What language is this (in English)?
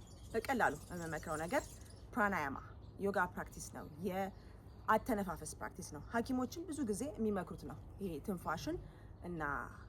Amharic